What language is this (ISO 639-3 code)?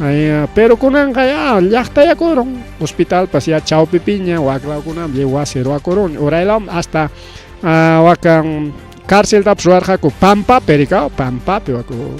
quy